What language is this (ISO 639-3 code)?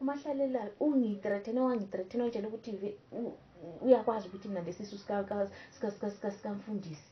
nde